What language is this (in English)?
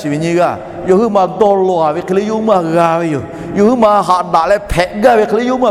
Lahu